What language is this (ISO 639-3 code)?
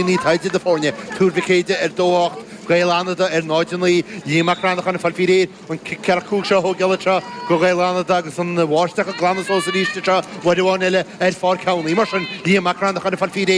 gle